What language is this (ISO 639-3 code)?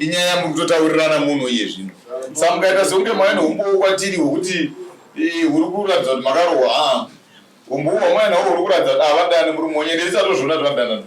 sna